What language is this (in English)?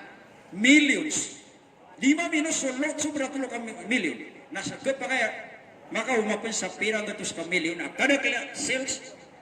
Maranao